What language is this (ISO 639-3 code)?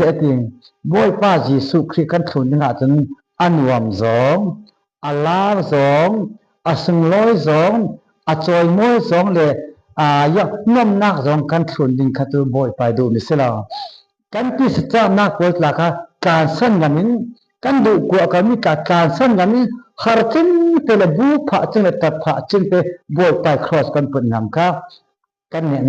cfm